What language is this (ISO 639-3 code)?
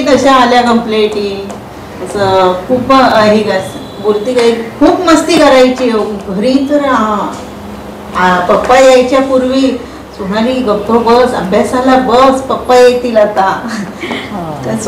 mar